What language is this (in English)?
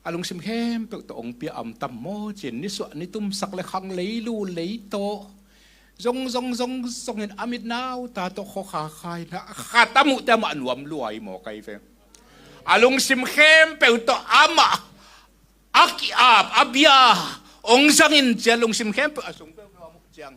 Tedim Chin